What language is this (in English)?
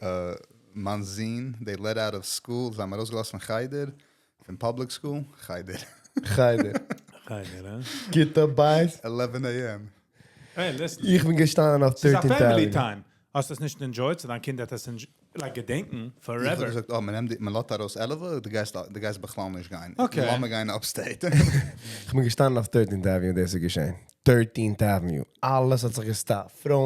Yiddish